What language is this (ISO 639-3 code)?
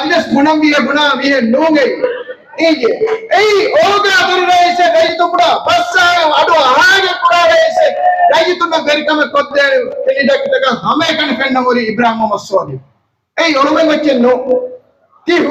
div